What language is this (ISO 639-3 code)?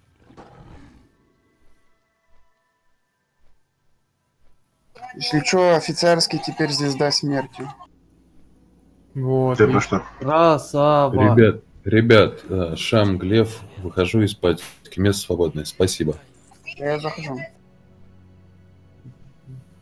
rus